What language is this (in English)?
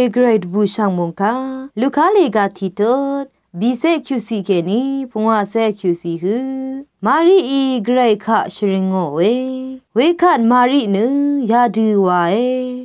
Rawang